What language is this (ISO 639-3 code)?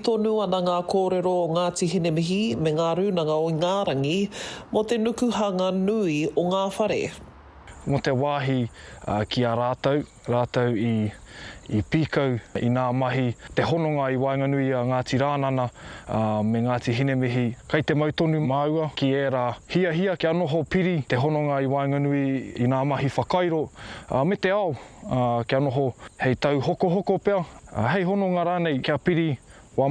mri